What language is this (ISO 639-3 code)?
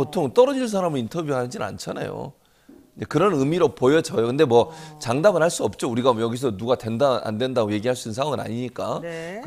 kor